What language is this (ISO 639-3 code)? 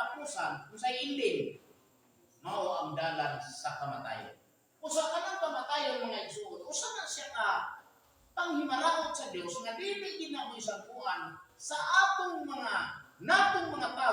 ceb